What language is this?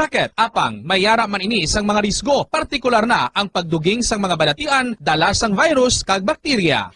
Hiligaynon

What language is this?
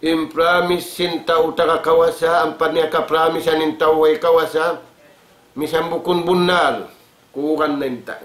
Tausug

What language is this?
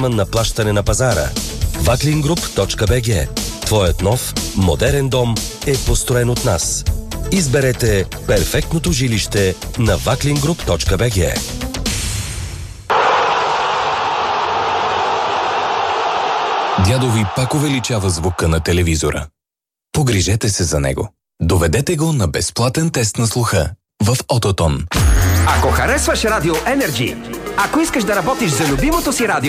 Bulgarian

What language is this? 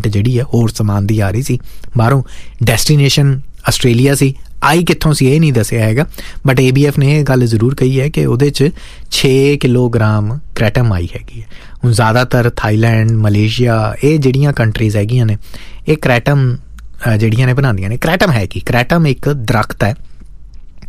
Punjabi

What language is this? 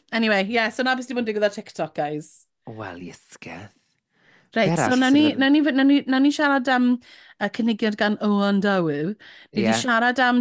Welsh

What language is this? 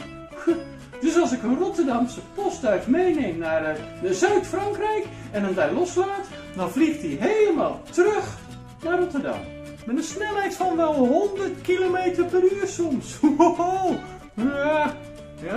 Dutch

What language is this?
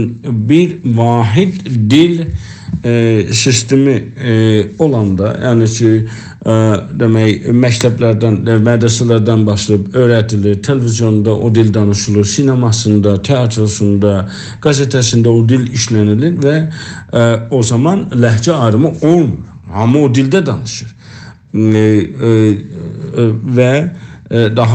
South Azerbaijani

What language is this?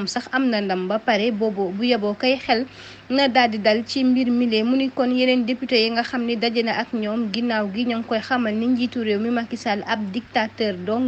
Wolof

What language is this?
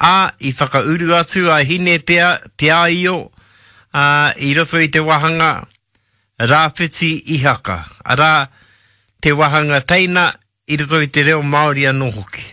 Māori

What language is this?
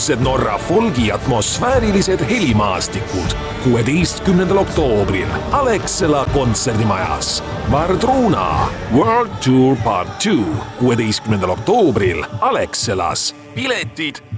Estonian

